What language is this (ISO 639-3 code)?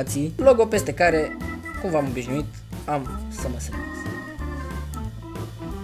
ron